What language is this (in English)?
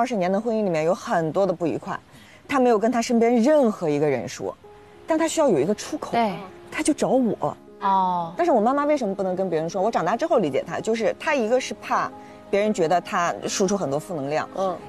Chinese